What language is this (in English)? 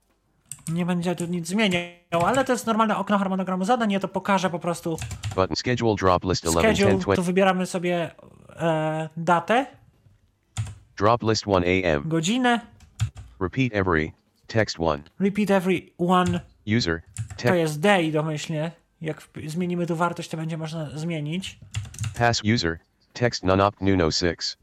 Polish